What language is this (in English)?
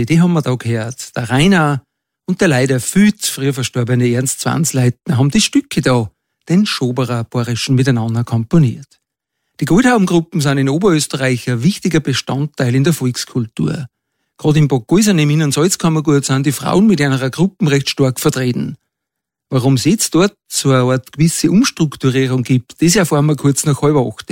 German